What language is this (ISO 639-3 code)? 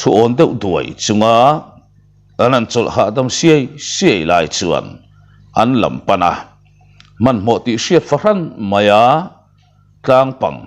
lus